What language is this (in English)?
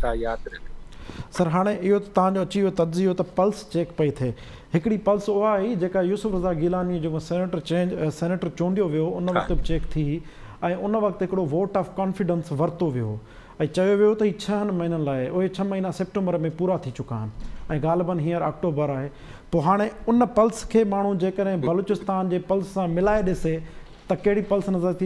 Sindhi